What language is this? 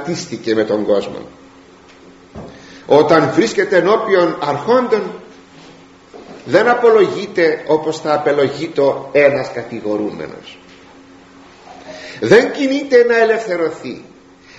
Greek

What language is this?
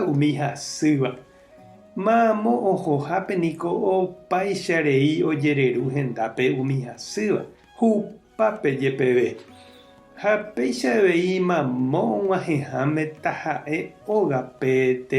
Guarani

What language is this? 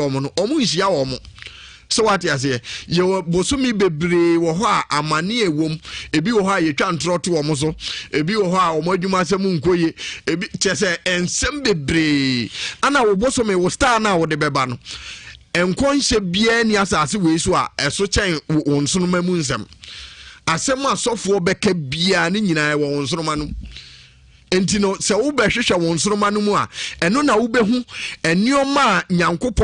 Akan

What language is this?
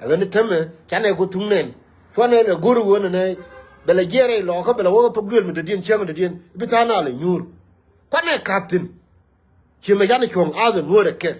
Nuer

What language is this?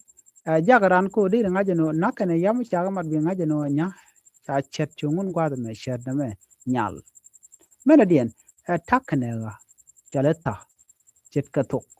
Nuer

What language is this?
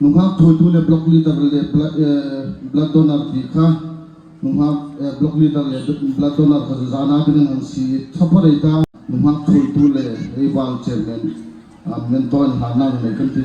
Hmar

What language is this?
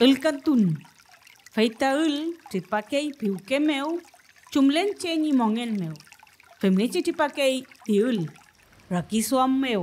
Mapuche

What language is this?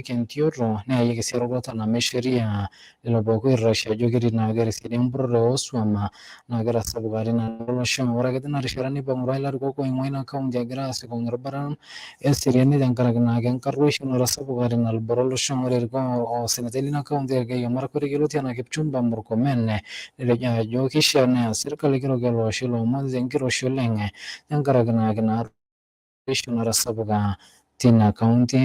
Masai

